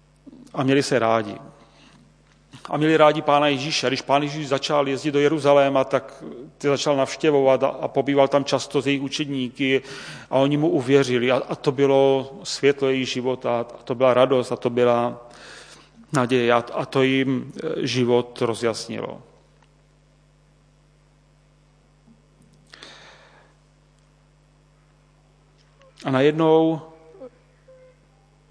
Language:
Czech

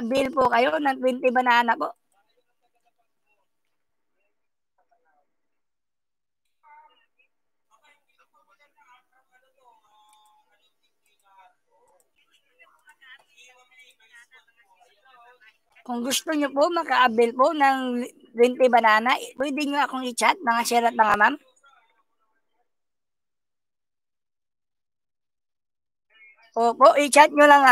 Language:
Filipino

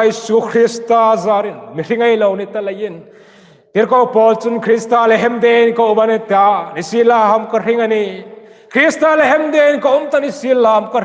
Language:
Hmar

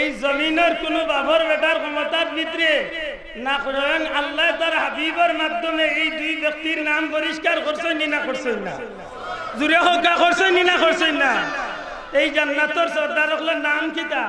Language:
Sylheti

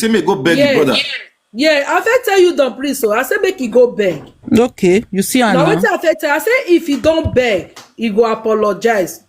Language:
Nigerian Pidgin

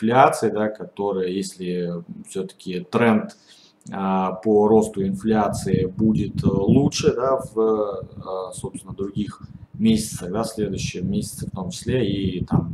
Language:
Russian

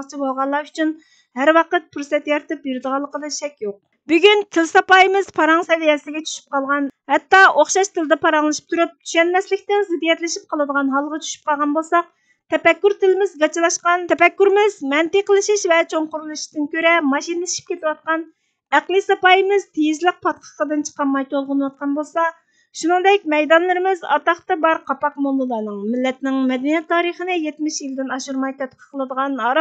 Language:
Uyghur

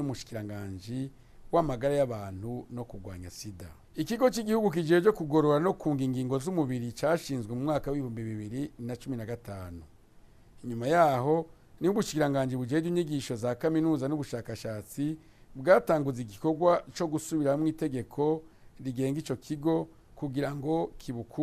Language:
Rundi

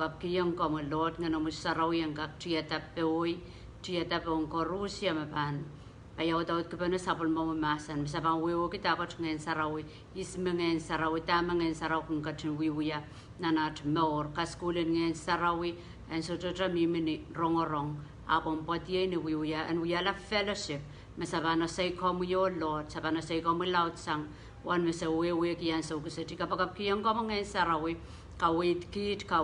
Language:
Pohnpeian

